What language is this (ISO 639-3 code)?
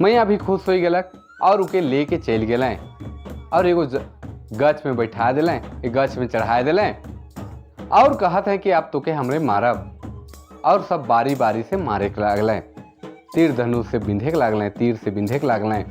sck